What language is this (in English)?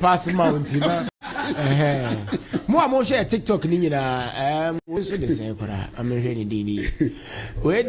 Akan